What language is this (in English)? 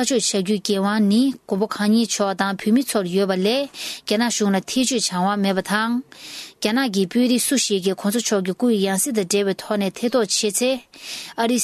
Tibetan